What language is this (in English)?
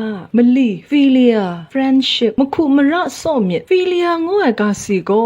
Kachin